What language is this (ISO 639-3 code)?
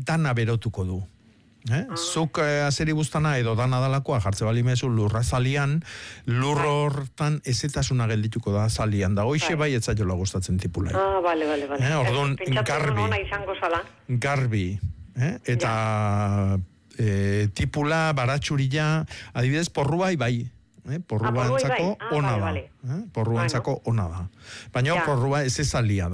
eus